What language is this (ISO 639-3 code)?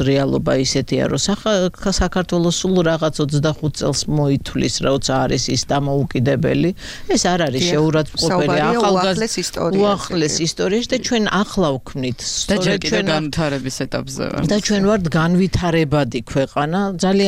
kat